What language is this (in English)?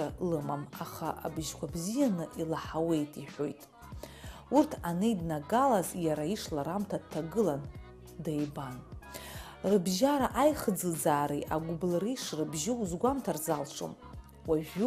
Abkhazian